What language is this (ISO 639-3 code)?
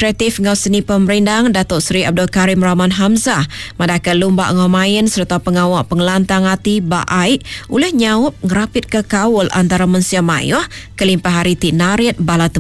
iba